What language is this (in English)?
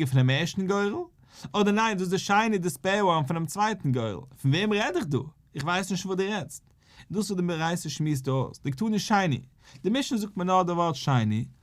Yiddish